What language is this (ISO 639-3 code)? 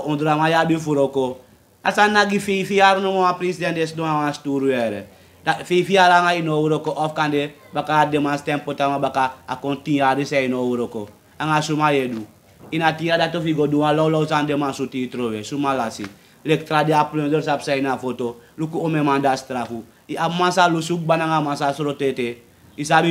srn